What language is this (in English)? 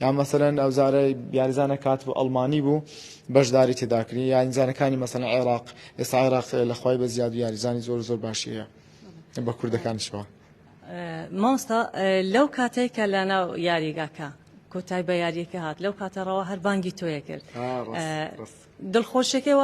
Central Kurdish